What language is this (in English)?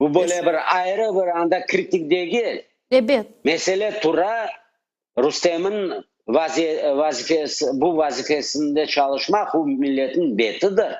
Crimean Tatar